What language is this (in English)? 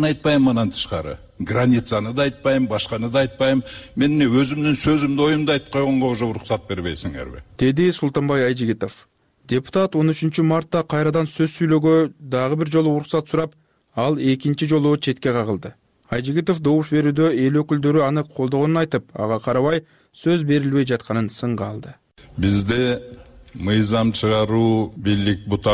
Kyrgyz